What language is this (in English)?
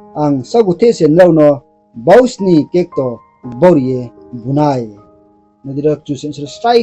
Riang (India)